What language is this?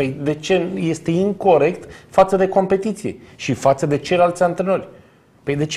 Romanian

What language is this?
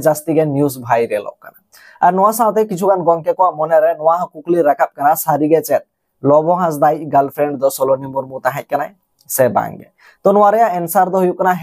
Santali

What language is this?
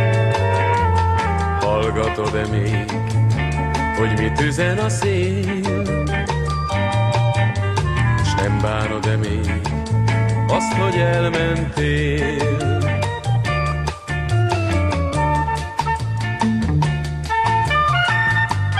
Hungarian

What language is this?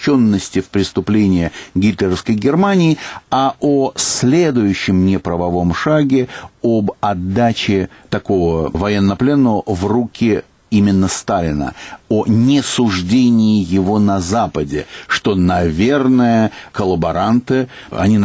Russian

